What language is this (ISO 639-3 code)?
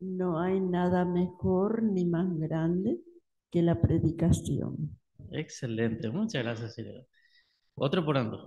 grn